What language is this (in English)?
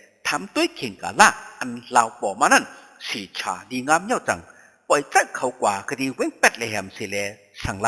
Shan